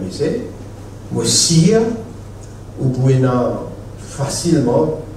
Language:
Morisyen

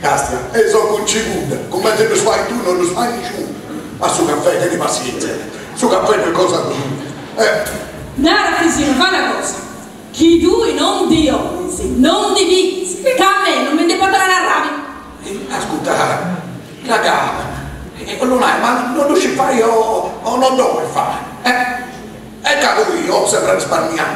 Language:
Sardinian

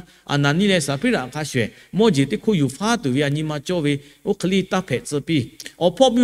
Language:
Lahu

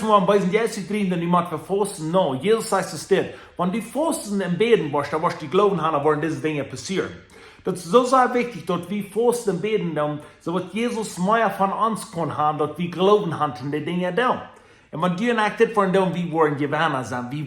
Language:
Plautdietsch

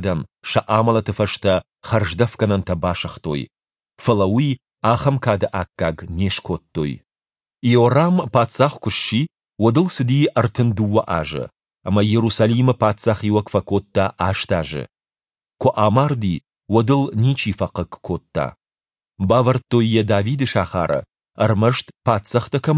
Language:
Ossetic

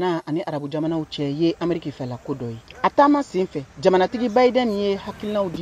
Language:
Bambara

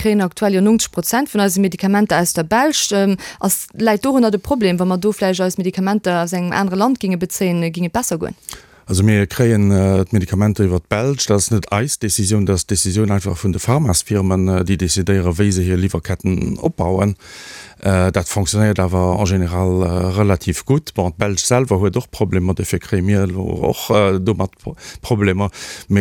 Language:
Luxembourgish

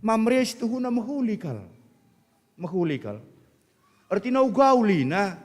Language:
Batak Karo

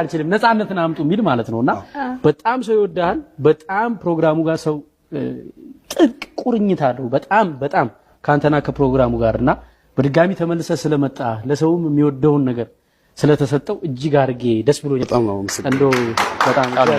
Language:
Amharic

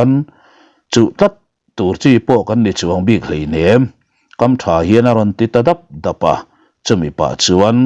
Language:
Mizo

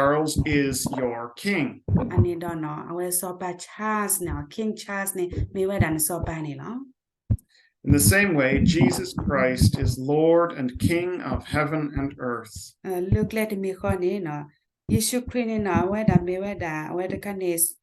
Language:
S'gaw Karen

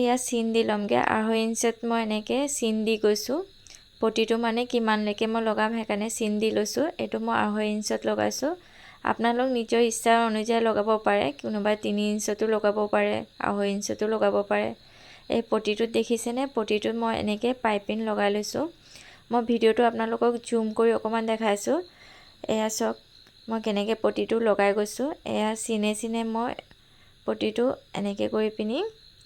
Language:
Assamese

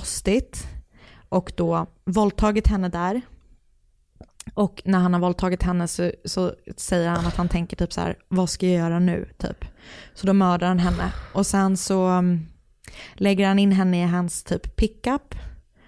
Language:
Swedish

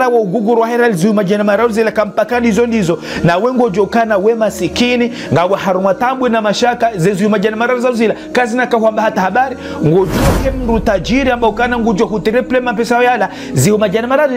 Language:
Ngazidja Comorian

